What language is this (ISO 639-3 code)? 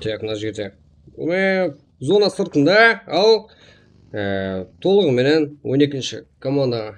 kaa